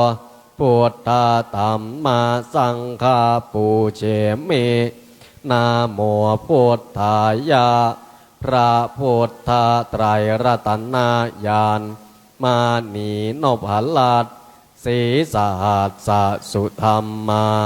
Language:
Pali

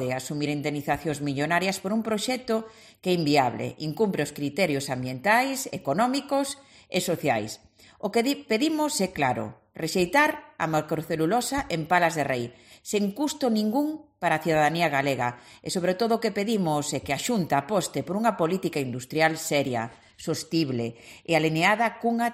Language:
Galician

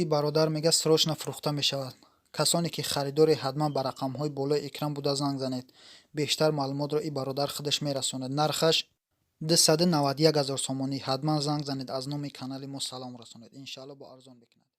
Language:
Tajik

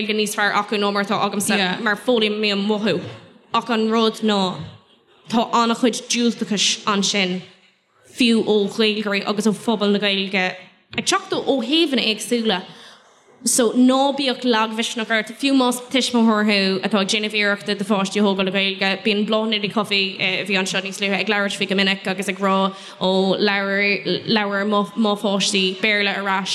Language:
Irish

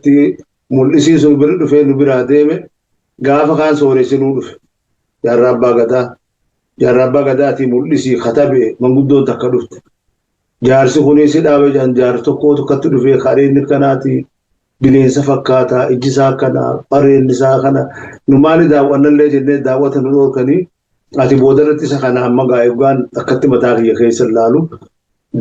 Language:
Oromo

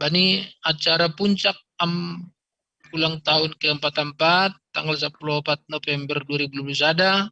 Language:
Batak Simalungun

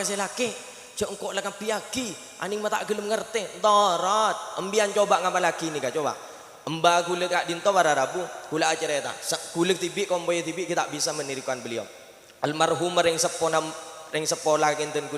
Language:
Madurese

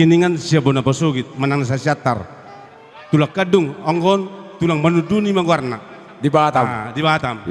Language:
Batak Toba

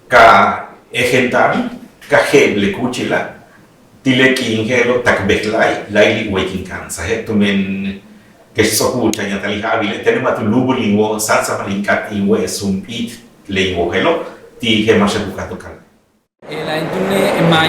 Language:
Yucateco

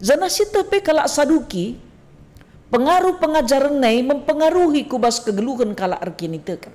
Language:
Batak Karo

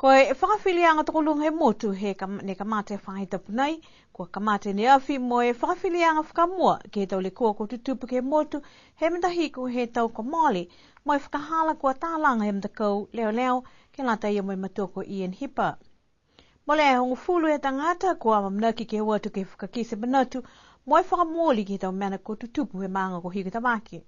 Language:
Niuean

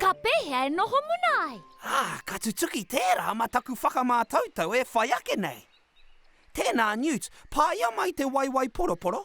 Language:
Māori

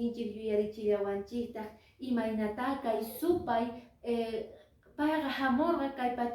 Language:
Quechua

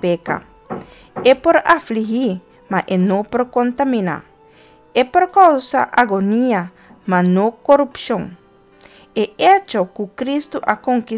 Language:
Papiamento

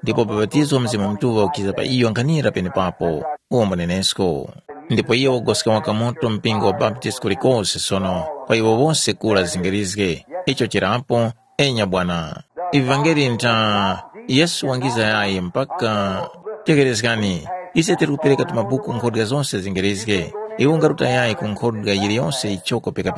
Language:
Tumbuka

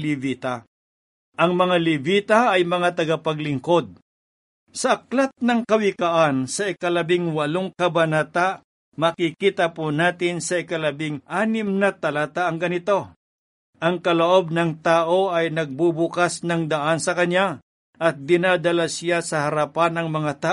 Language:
Filipino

